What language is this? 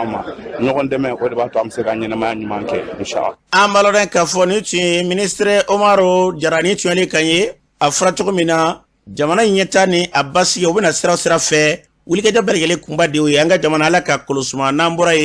Bambara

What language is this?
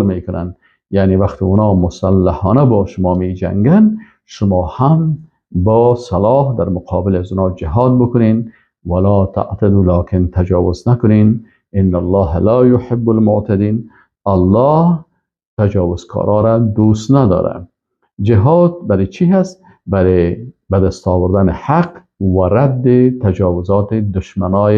Persian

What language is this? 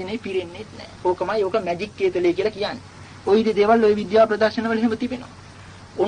Sinhala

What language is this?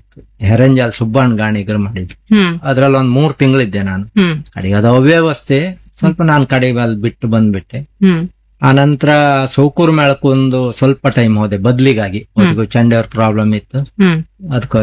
Kannada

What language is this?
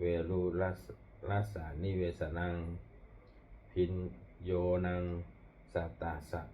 Pali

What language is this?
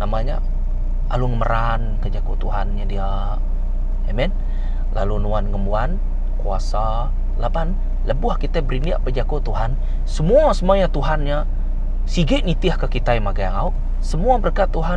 Iban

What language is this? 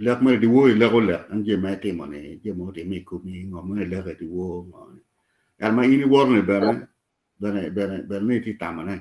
Acoli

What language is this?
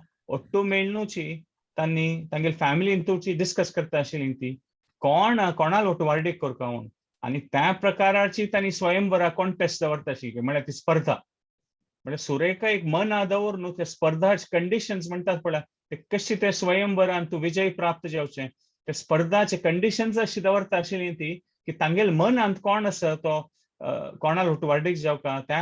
Konkani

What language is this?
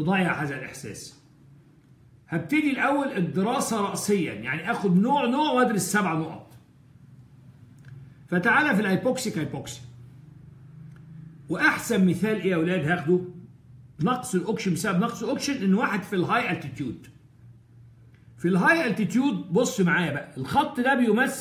Egyptian Arabic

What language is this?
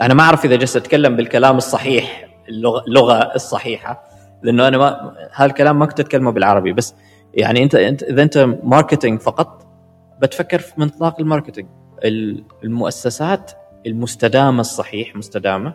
Gulf Arabic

